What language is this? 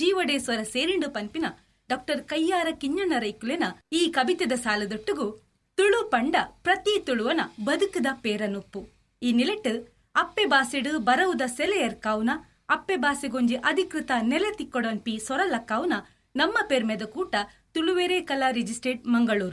Tulu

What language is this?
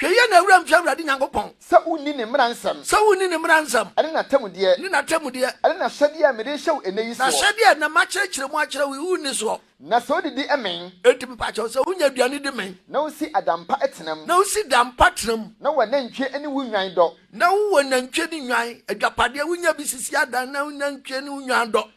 Akan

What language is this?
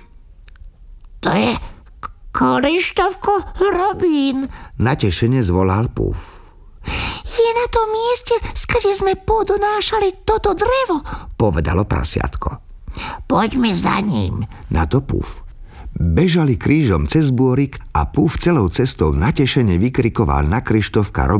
Slovak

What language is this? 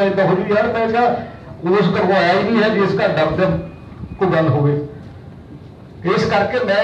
Punjabi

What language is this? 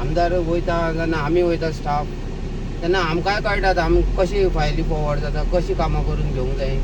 Konkani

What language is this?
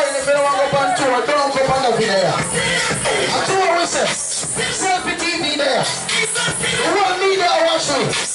Jamaican Creole English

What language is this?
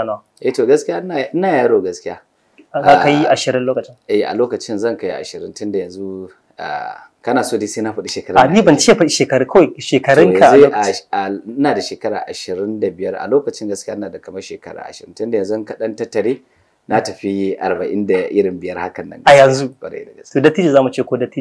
Hausa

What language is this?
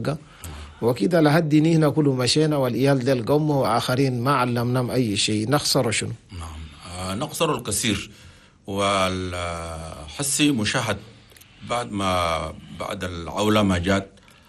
Chadian Arabic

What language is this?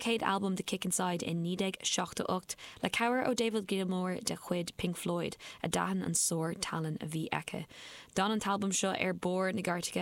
Irish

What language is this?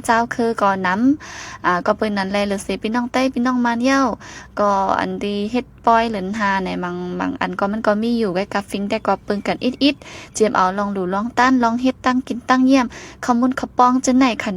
Shan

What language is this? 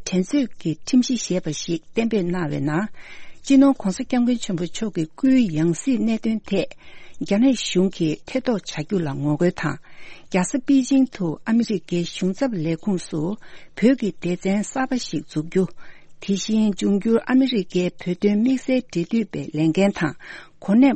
Tibetan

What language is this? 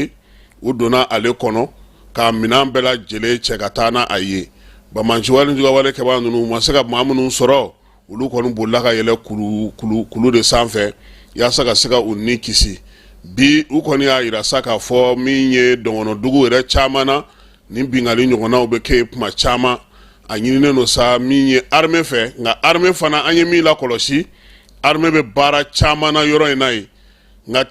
Bambara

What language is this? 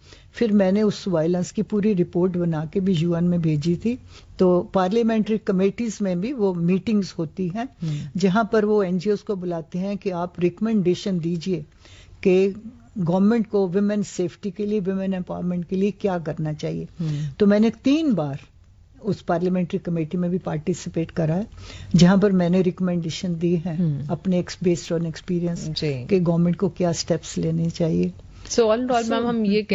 Urdu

